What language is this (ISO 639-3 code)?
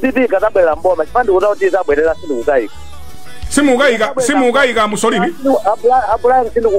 nya